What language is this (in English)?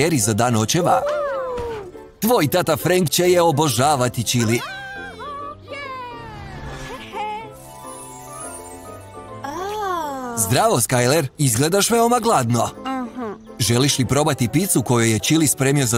Croatian